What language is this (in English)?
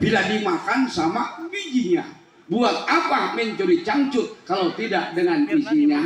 Sundanese